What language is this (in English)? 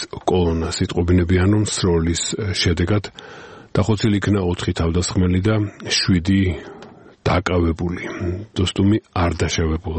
Georgian